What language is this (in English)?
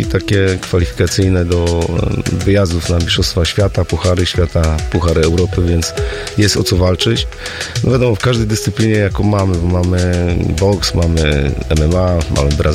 Polish